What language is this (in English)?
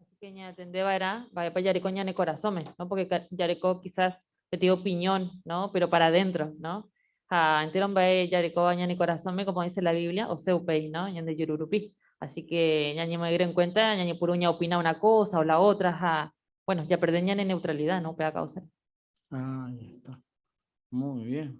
Guarani